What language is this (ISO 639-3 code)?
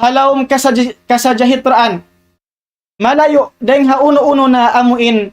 tsg